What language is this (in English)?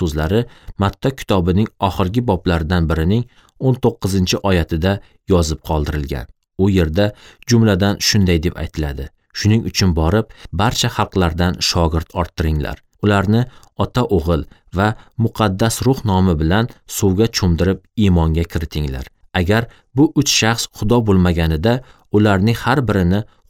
Uzbek